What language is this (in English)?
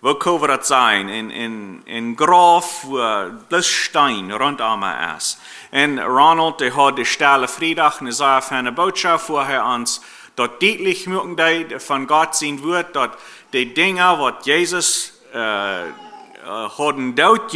Plautdietsch